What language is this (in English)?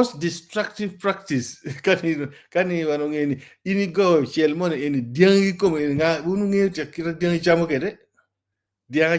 Acoli